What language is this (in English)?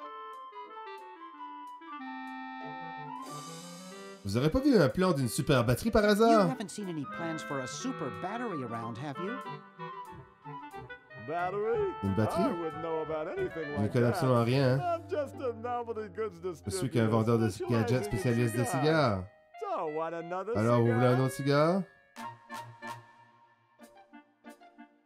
French